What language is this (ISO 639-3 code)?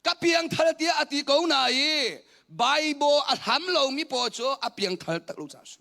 cnh